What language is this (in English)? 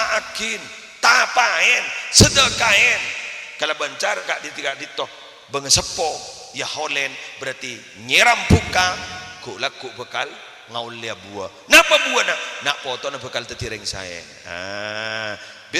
Madurese